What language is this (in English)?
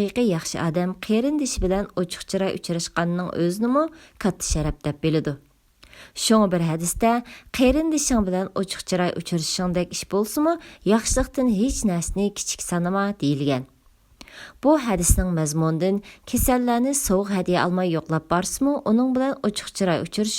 Uyghur